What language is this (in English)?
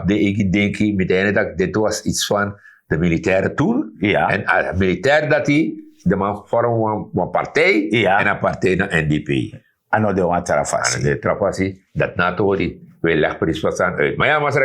Sranan Tongo